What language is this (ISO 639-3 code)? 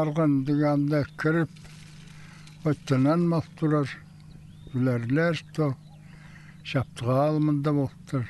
kjh